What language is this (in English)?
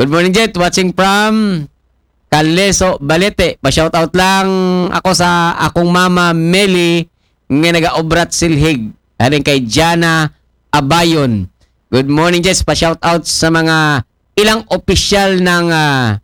Aklanon